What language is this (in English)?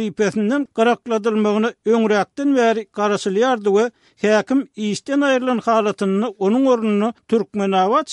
Turkmen